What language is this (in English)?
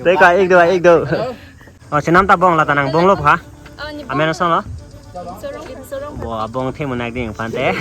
Karbi